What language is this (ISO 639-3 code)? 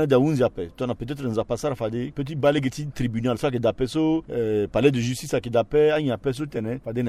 sag